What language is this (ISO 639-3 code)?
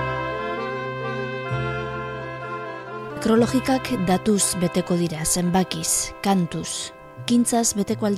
eus